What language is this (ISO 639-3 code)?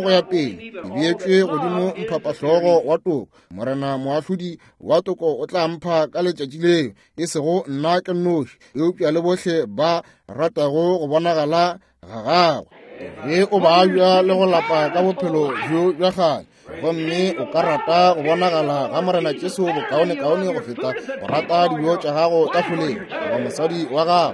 nso